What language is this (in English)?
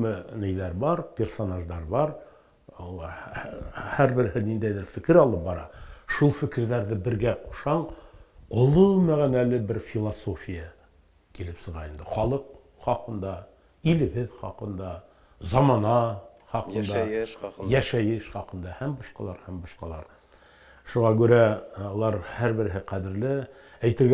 Bashkir